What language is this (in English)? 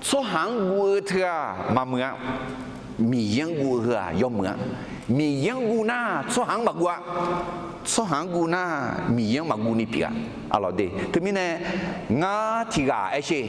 Akha